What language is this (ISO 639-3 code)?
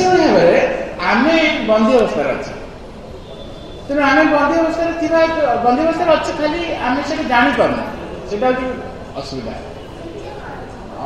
ori